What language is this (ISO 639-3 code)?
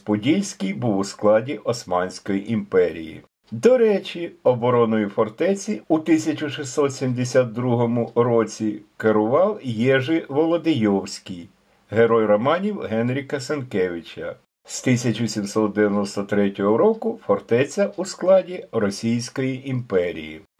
ukr